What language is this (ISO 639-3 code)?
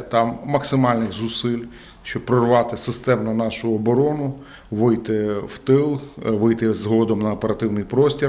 ukr